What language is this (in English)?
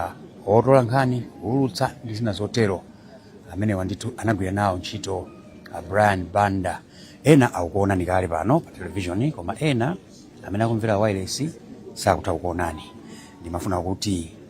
Nyanja